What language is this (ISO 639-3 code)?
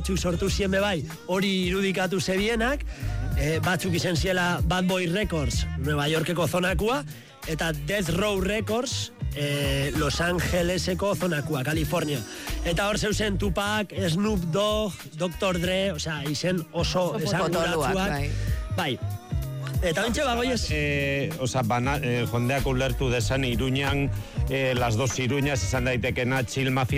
eus